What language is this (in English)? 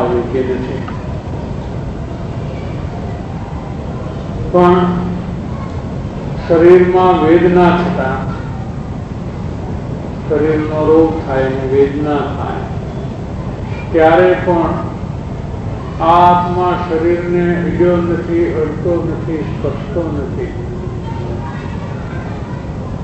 Gujarati